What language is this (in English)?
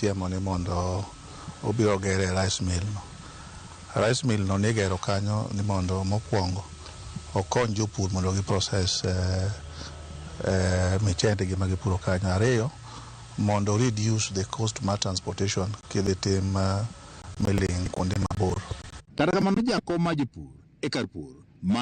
Luo (Kenya and Tanzania)